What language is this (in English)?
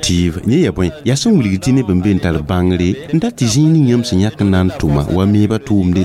Mossi